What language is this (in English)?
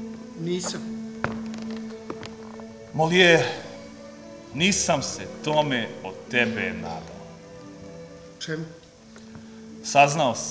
Croatian